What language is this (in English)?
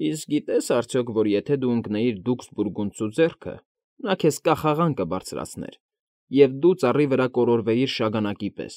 Armenian